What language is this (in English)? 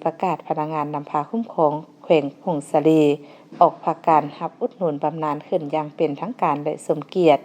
Lao